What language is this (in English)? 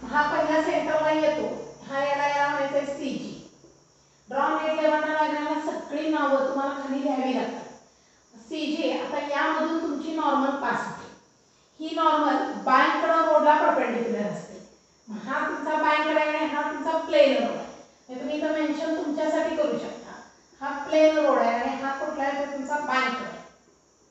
Marathi